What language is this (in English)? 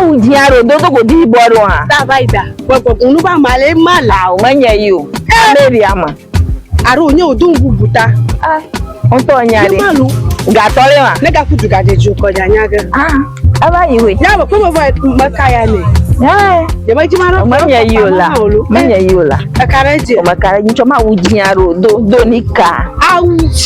Ewe